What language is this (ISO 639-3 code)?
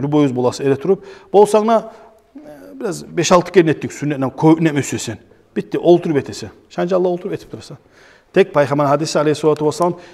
kum